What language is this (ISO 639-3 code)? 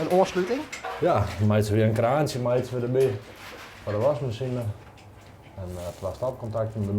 fry